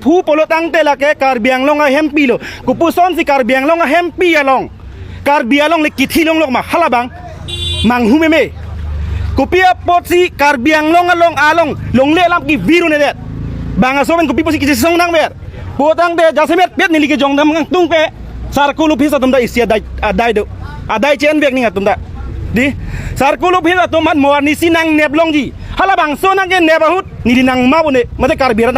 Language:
Karbi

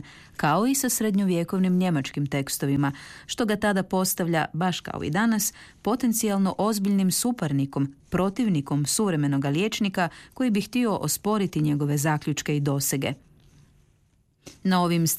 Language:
Croatian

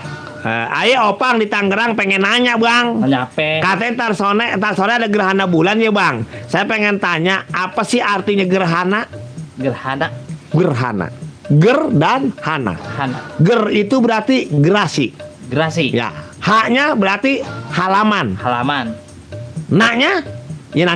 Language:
Betawi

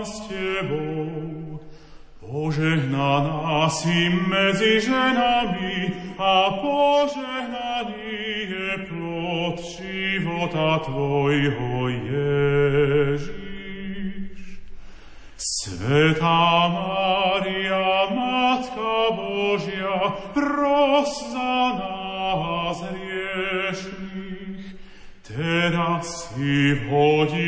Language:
Slovak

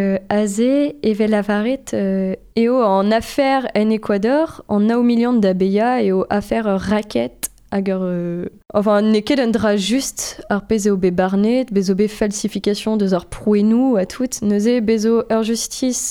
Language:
Breton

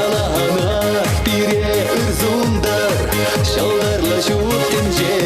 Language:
Chuvash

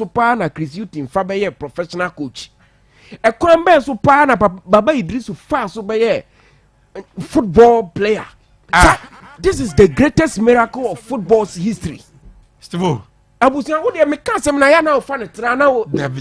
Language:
Akan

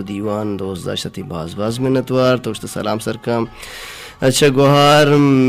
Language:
Baluchi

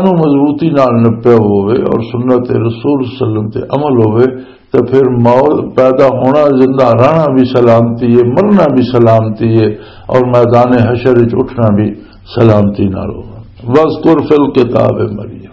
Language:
Western Panjabi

